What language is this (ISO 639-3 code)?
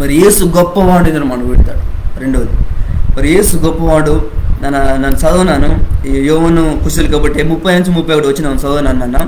kff